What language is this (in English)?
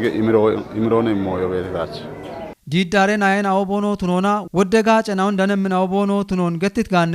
Kafa